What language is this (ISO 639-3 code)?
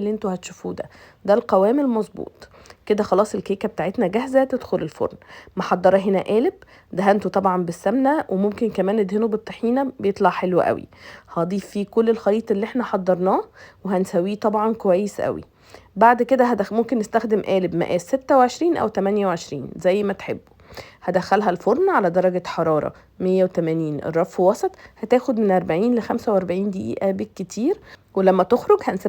arz